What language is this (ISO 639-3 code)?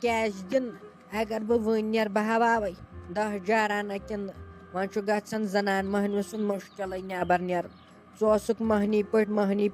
kas